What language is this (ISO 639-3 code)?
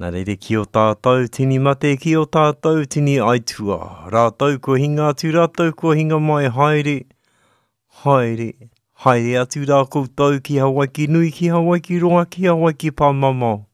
mri